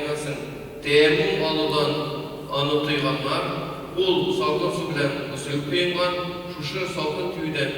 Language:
Tatar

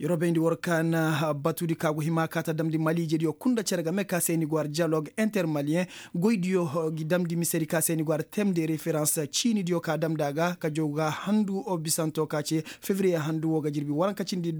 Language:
Koyraboro Senni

